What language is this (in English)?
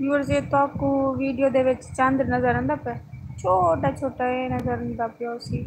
Saraiki